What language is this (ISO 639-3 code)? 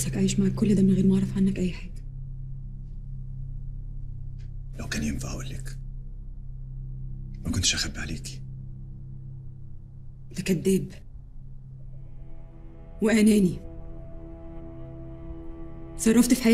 arz